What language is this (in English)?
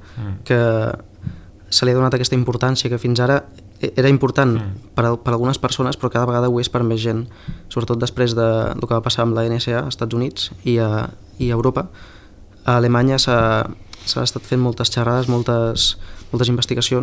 Catalan